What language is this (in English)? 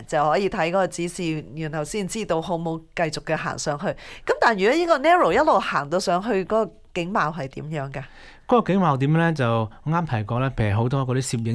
Cantonese